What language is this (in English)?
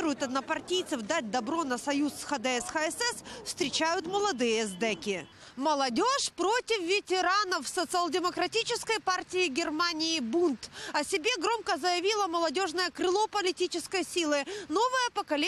Russian